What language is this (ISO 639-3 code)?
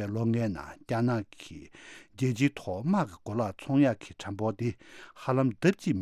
bod